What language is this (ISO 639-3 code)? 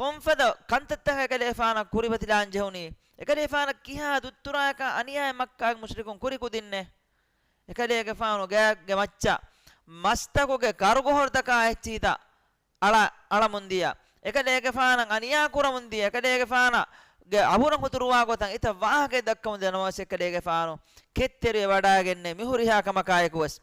div